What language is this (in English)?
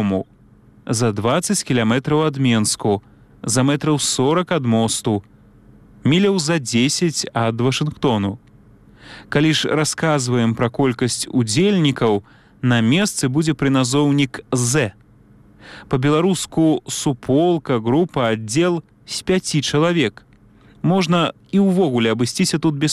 Belarusian